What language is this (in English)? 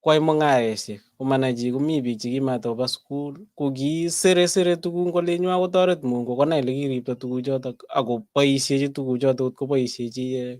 Kalenjin